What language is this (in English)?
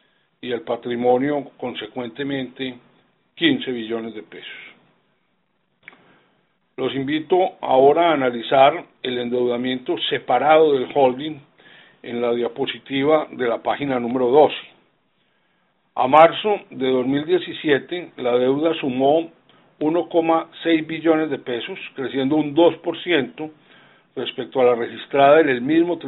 Spanish